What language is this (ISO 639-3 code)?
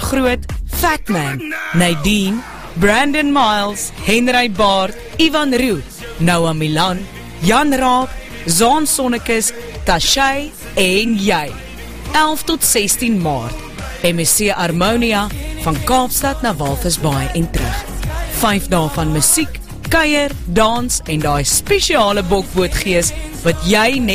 afr